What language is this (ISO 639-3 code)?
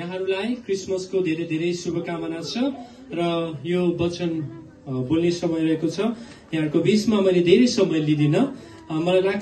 nep